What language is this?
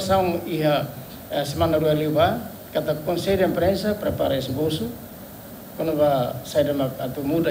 Tetum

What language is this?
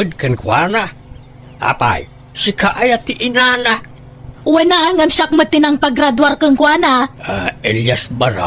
Iloko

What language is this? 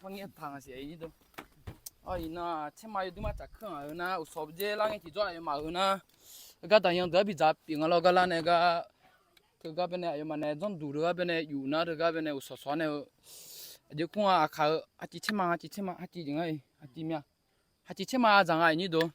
Akha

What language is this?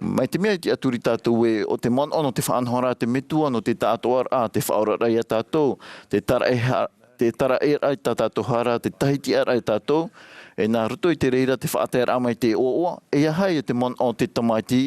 Tahitian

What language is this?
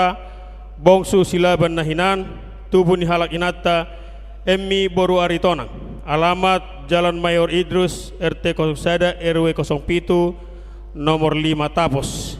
Batak Toba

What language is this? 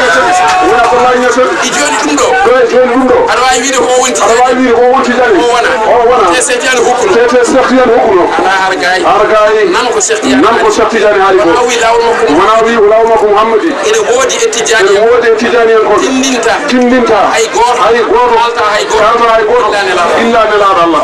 Fula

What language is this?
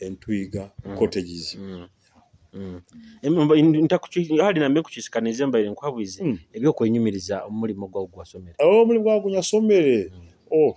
Nyoro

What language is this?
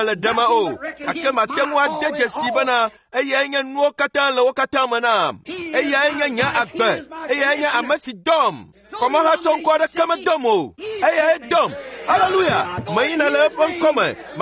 Ewe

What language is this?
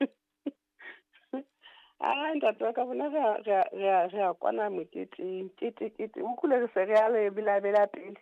Southern Sotho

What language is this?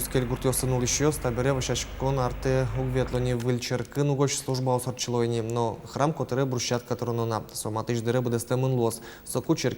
Udmurt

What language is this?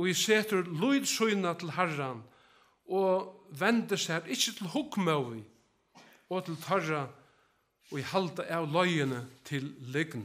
Faroese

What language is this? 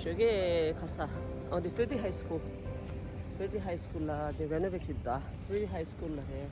Tibetan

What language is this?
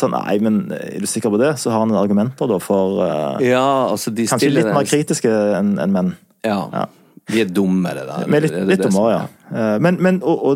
Norwegian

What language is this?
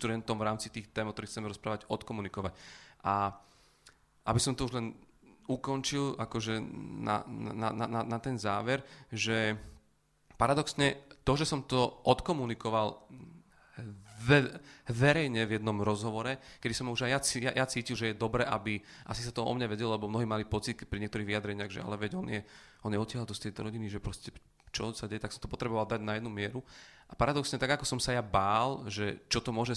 Slovak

